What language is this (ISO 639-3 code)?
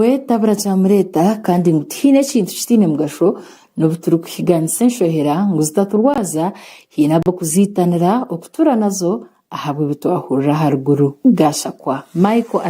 nyn